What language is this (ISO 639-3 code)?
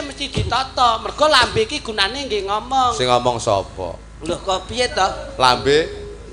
jav